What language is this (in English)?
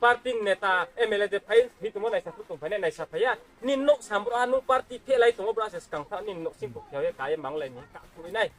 Riang (India)